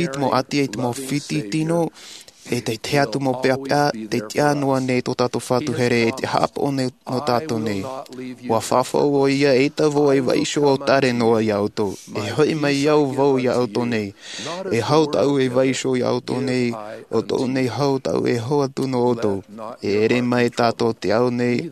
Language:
Tahitian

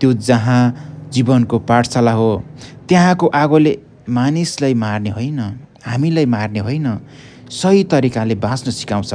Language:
Nepali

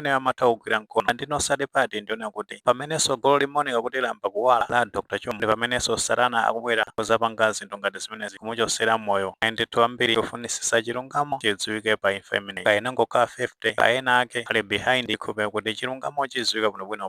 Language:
Nyanja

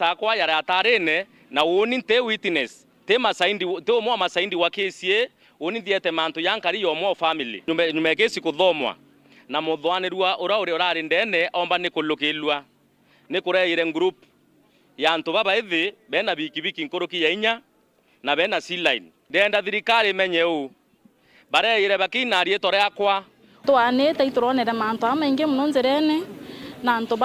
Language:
Meru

